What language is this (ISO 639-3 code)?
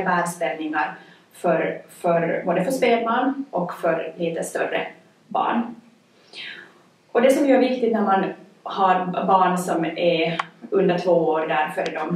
swe